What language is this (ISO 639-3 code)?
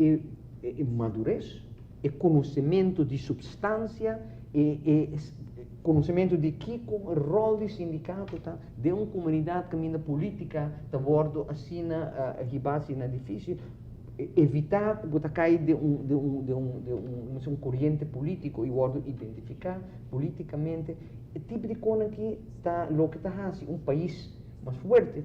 pap